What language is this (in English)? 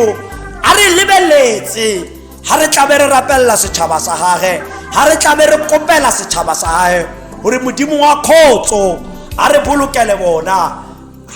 Tswana